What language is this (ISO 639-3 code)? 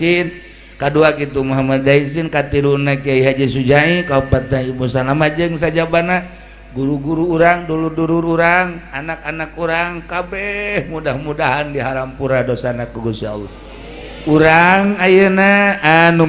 sun